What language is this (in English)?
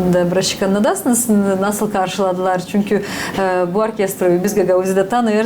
Gagauz